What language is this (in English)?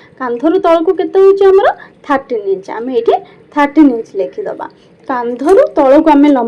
Odia